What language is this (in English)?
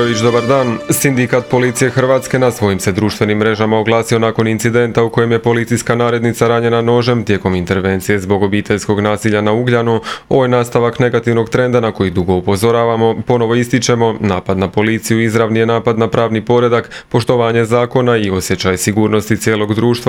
Croatian